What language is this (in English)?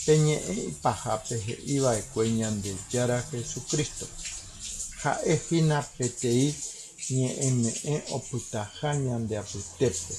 Guarani